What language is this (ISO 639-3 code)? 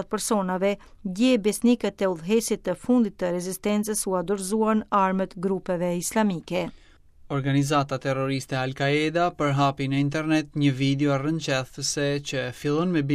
sqi